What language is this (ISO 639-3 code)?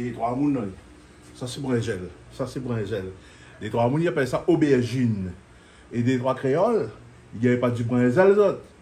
rcf